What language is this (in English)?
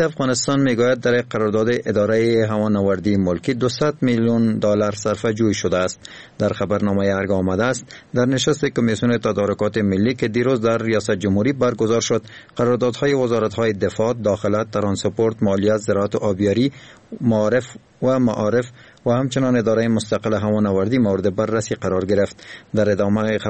Persian